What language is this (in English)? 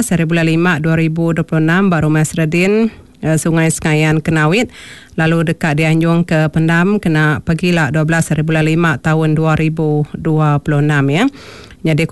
Iban